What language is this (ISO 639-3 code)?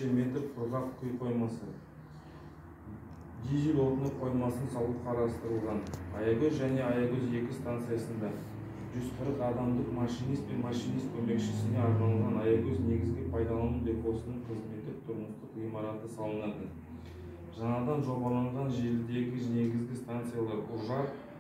kaz